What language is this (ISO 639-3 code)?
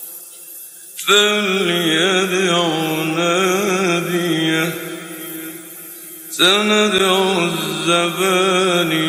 ara